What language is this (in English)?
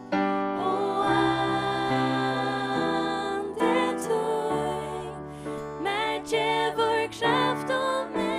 Faroese